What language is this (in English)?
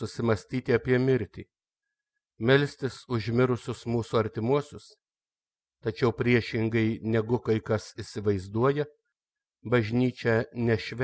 Lithuanian